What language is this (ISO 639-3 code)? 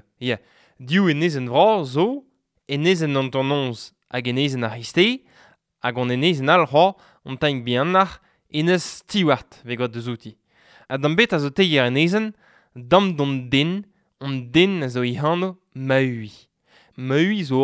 bre